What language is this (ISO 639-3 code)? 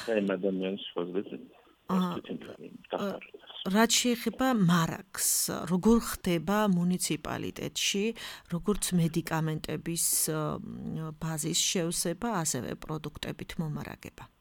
kat